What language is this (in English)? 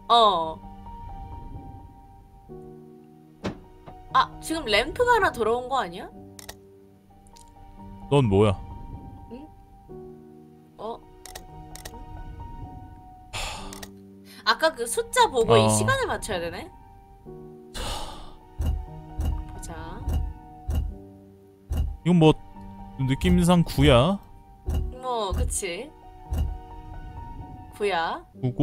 Korean